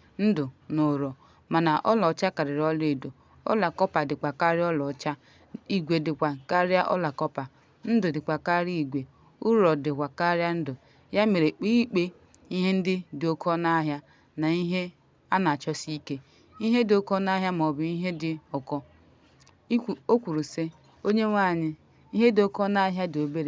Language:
Igbo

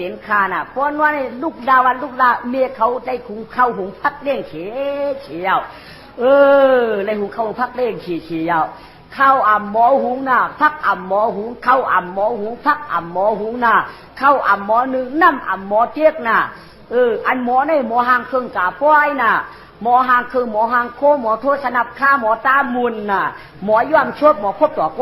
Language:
Shan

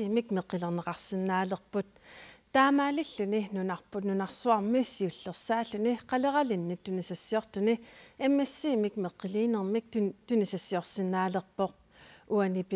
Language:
Kalaallisut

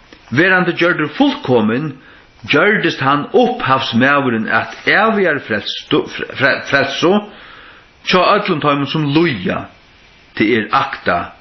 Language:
Faroese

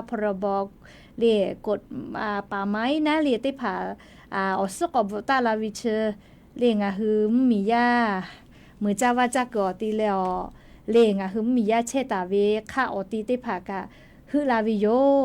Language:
Lahu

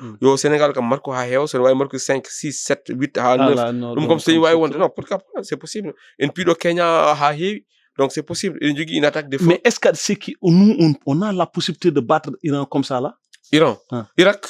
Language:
Fula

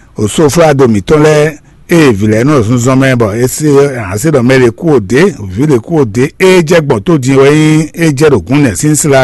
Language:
Fon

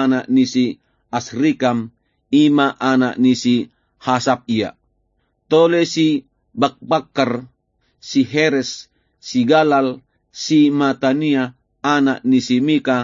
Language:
Batak Toba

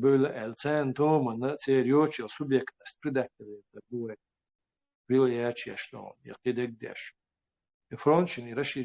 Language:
Chechen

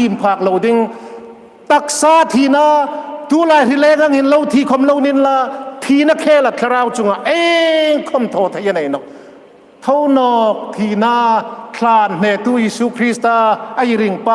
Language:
Hmar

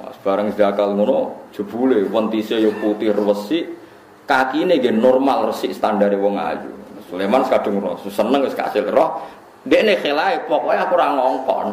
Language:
Javanese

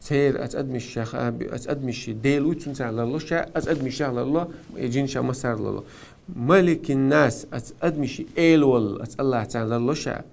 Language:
Chechen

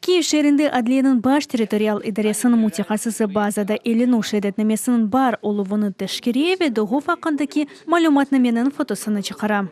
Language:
Crimean Tatar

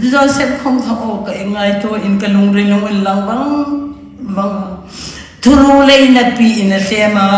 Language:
Hmar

